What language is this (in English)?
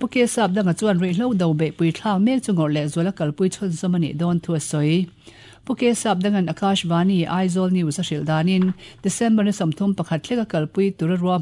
Mizo